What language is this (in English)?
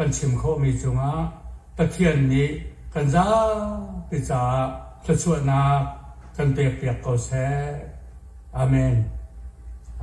Hakha Chin